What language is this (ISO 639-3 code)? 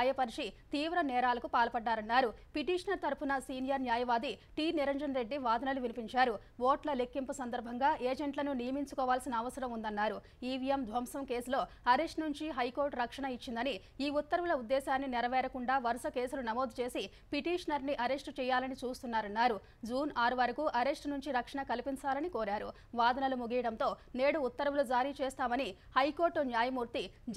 tel